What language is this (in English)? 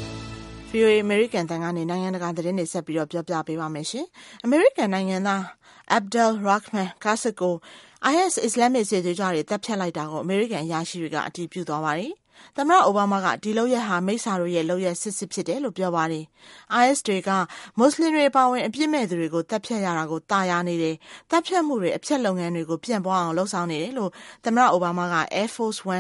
Burmese